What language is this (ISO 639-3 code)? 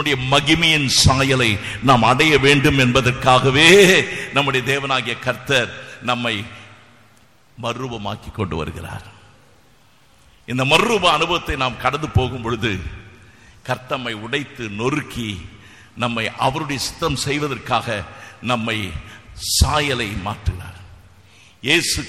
tam